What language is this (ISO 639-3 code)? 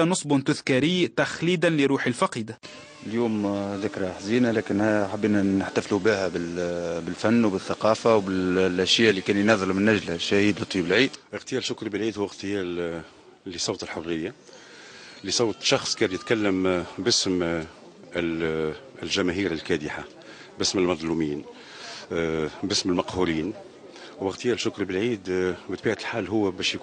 aeb